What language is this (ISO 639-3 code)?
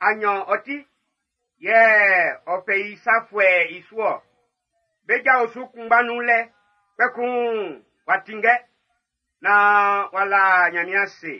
bci